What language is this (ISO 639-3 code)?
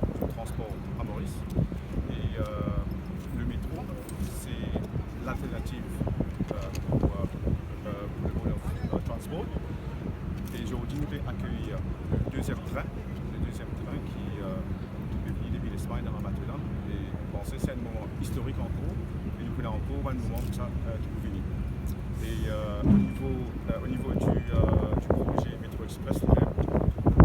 mfe